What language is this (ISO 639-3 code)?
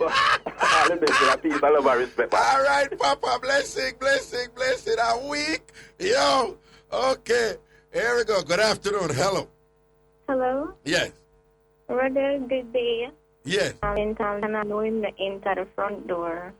jam